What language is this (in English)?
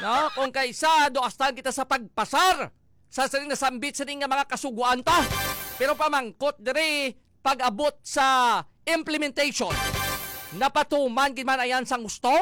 Hiligaynon